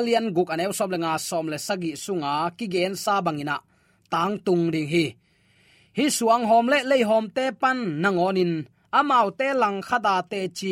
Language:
Tedim Chin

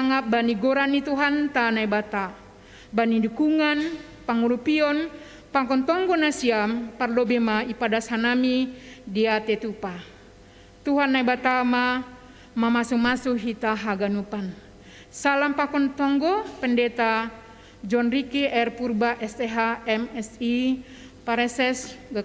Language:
Batak Simalungun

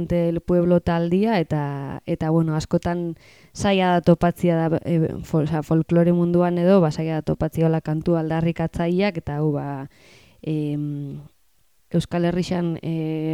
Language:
Basque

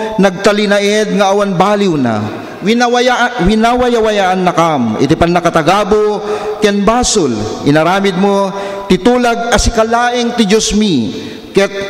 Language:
Iloko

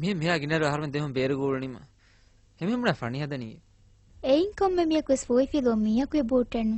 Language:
Divehi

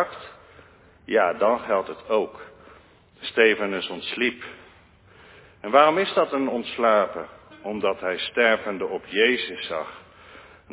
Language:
Dutch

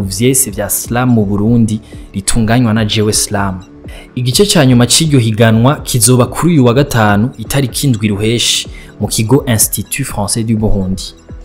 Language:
Rundi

